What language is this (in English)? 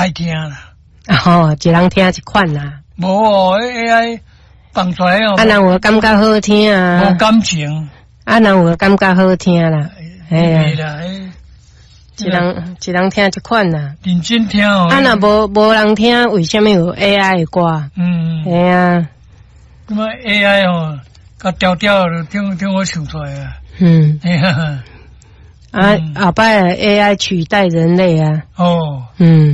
Min Nan Chinese